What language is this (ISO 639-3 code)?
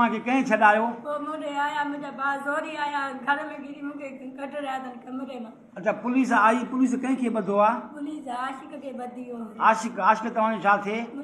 snd